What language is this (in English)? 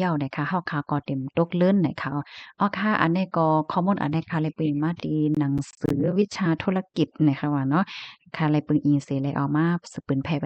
Shan